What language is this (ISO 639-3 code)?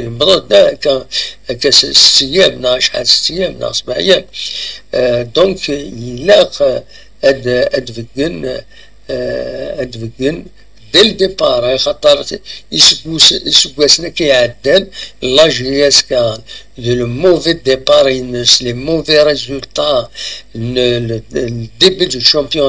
kab